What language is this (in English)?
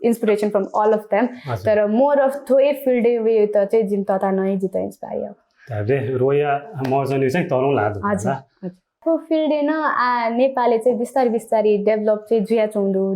Newari